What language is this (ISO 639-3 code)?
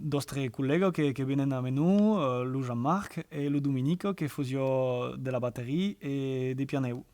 oci